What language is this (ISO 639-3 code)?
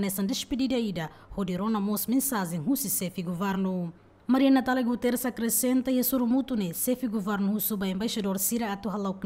tet